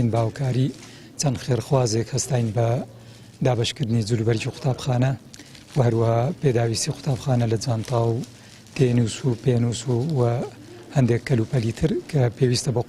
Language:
Central Kurdish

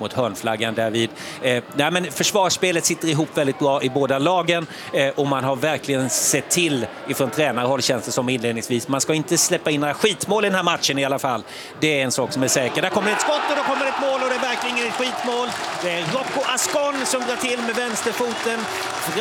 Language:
Swedish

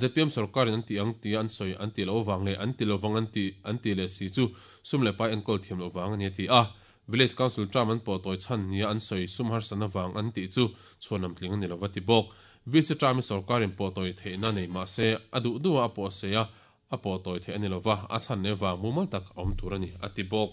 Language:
Mizo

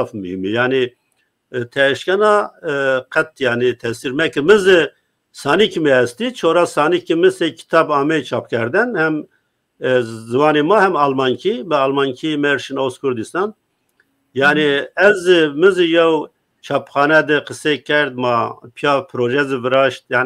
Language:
Zaza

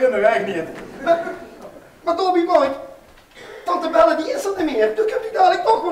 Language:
Limburgish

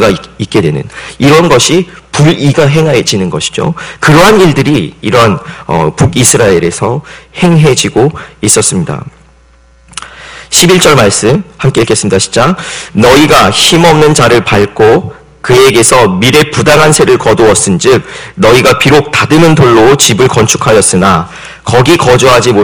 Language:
Korean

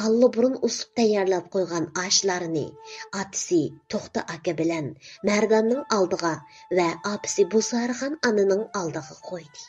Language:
Uyghur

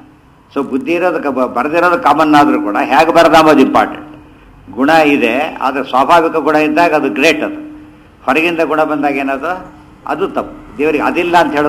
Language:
Kannada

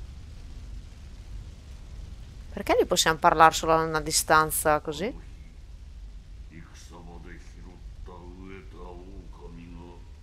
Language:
Italian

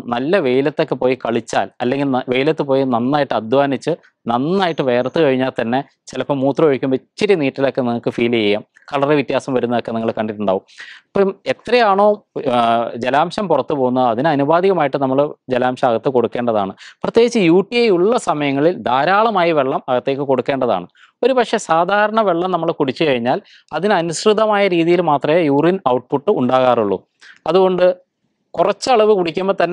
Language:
Malayalam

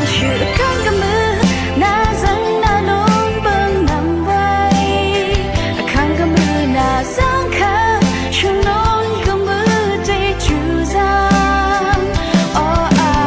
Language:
Rawang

